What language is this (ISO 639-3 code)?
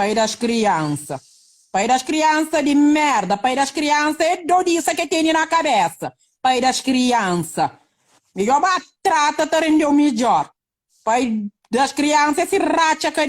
kea